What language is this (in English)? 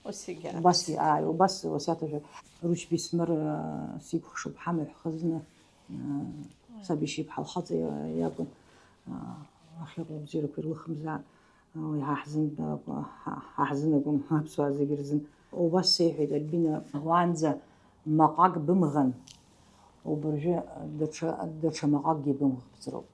Abkhazian